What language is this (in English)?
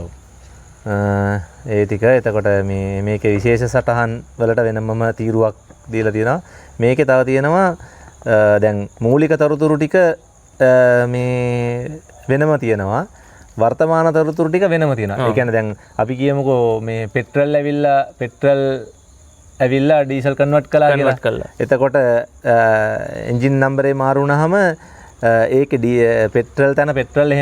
Sinhala